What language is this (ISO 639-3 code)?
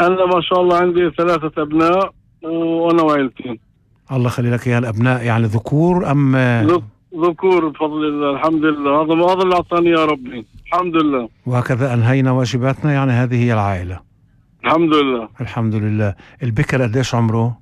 apc